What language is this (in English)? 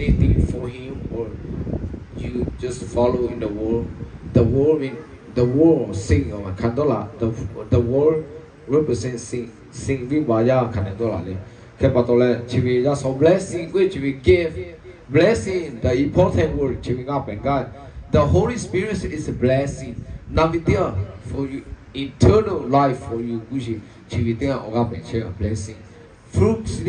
Lahu